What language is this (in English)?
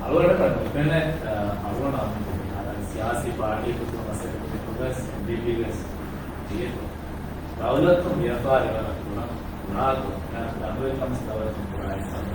Divehi